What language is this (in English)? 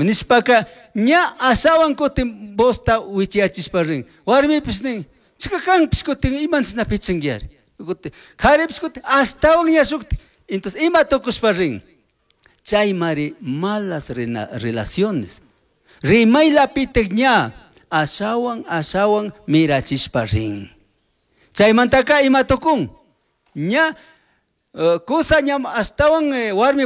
Chimborazo Highland Quichua